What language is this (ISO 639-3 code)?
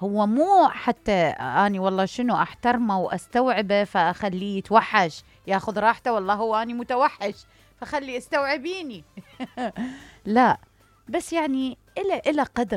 acm